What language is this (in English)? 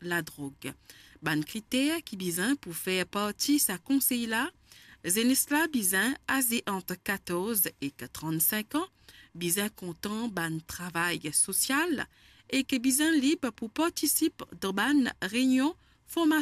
Morisyen